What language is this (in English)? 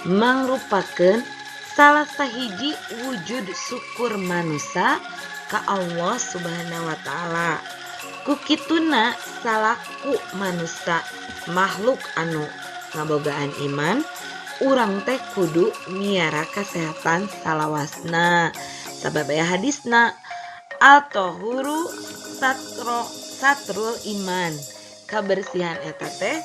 Sundanese